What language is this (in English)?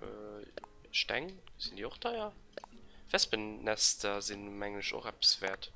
Luxembourgish